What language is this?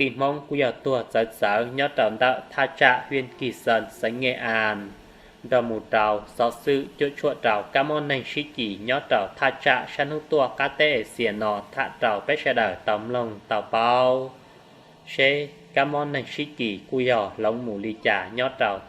Hmong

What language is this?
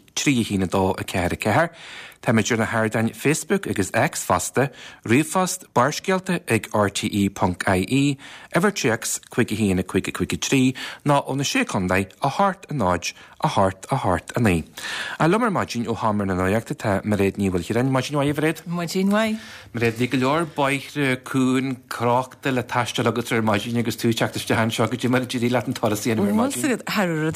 Irish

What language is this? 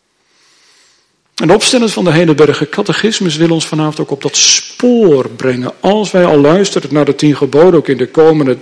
Dutch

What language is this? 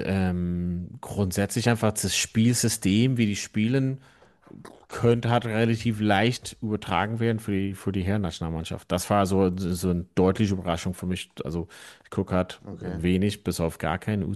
German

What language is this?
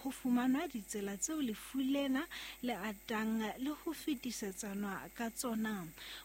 Southern Sotho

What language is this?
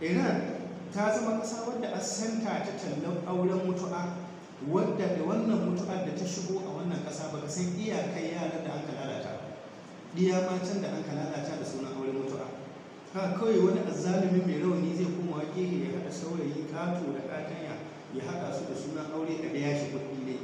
Hausa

